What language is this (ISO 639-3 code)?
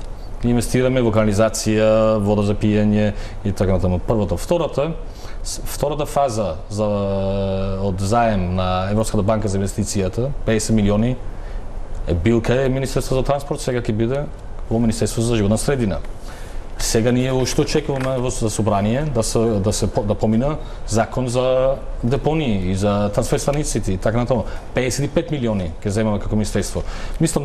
mkd